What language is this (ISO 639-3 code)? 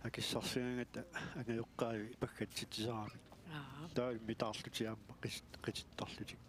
kal